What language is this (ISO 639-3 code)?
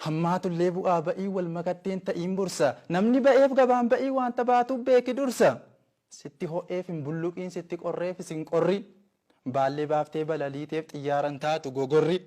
orm